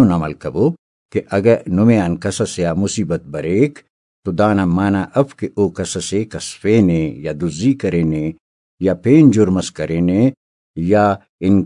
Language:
Brahui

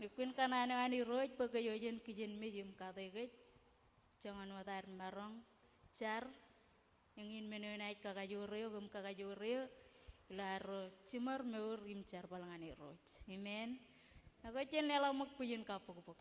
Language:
Marshallese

